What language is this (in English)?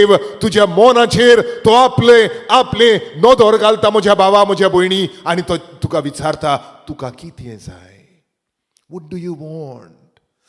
Konkani